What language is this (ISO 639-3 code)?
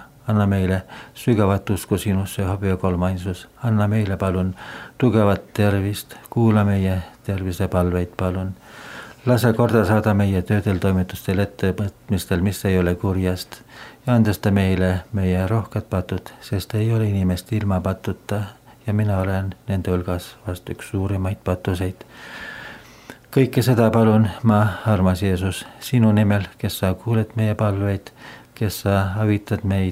est